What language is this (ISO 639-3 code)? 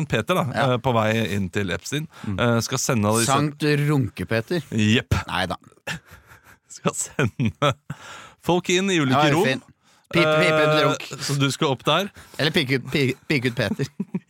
nor